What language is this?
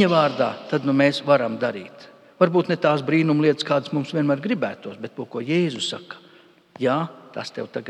Latvian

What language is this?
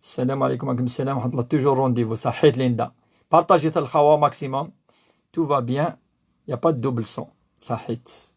Kabyle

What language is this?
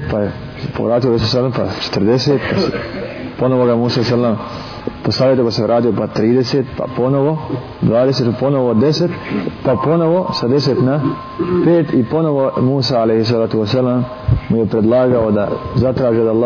Bosnian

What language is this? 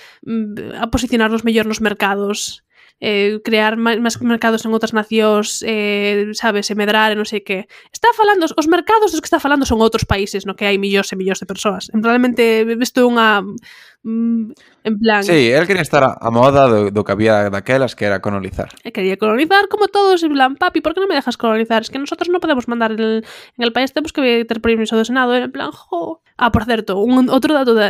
Galician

